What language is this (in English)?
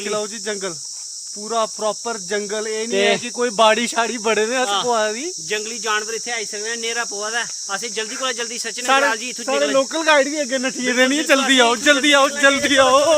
Dogri